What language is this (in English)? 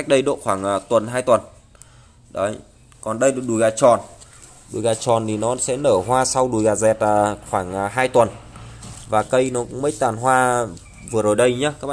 Vietnamese